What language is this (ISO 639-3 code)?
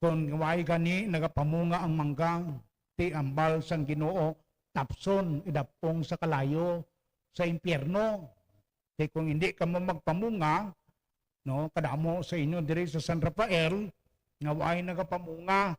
hil